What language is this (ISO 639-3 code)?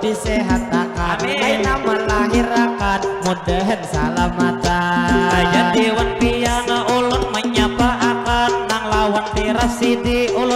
bjn